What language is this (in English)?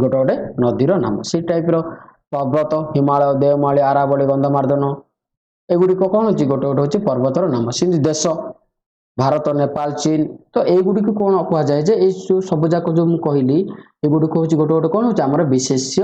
Odia